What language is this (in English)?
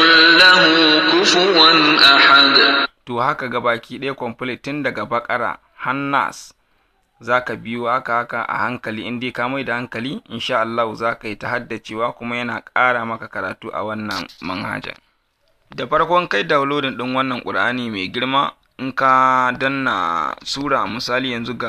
Hausa